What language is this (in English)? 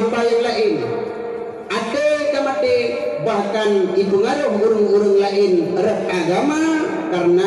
Achinese